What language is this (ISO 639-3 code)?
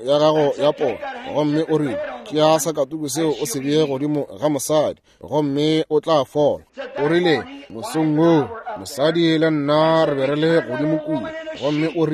nso